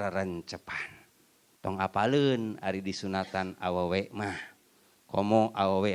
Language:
Sundanese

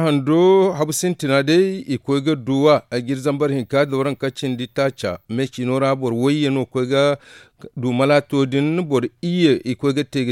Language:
Zarma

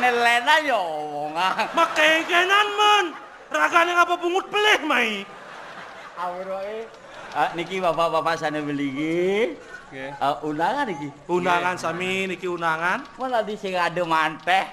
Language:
Balinese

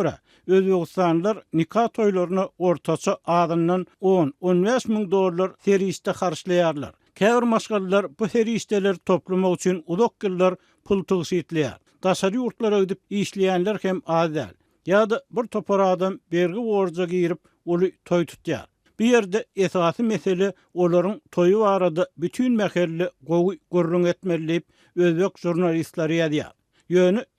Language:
Turkmen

